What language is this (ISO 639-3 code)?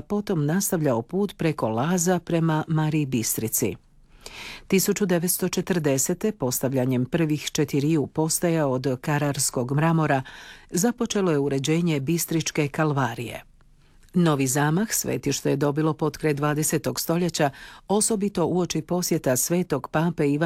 hrv